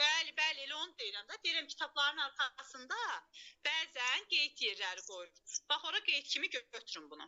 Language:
Azerbaijani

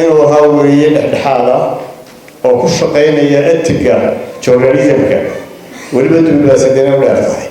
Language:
Somali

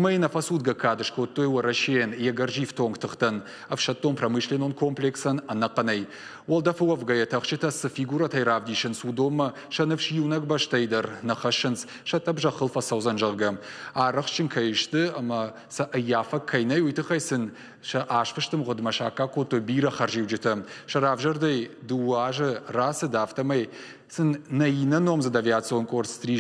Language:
Ossetic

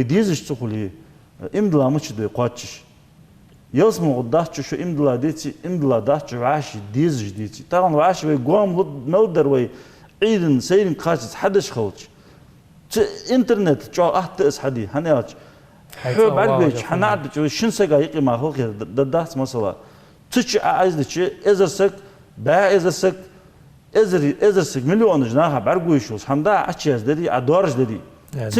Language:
Ingush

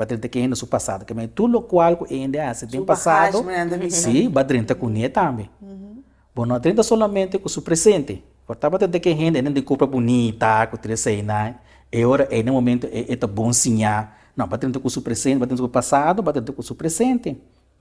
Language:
Papiamento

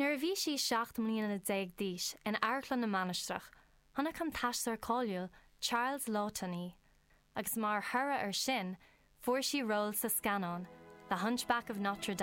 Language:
Irish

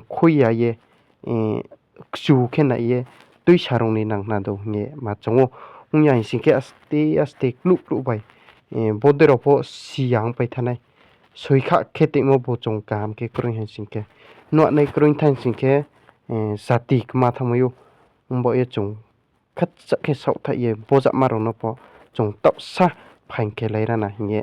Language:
Riang (India)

